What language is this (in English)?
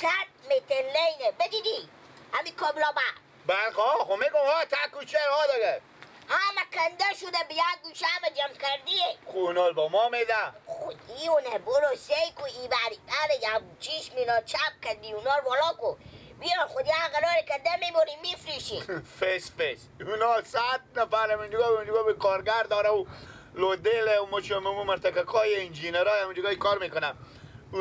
Persian